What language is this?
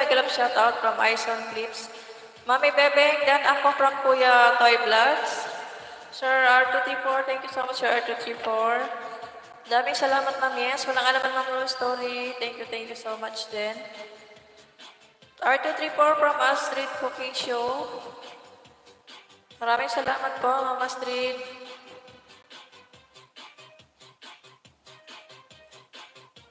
Filipino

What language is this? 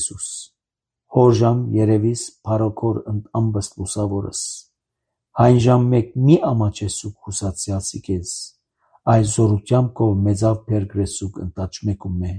Armenian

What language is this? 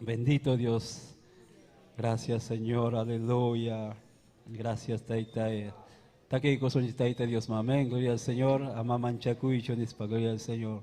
Ayacucho Quechua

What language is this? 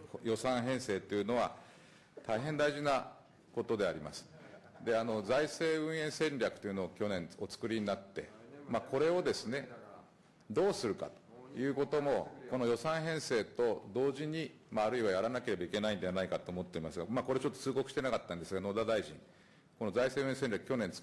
Japanese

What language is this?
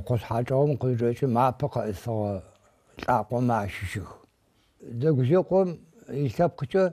Adyghe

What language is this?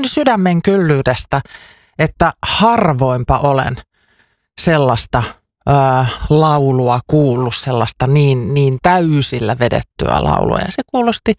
Finnish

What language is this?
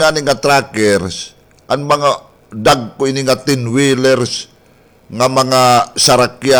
Waray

